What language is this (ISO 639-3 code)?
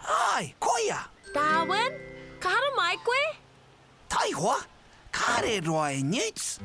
mri